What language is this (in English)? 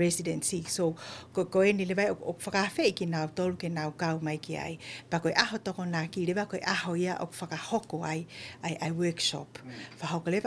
Tongan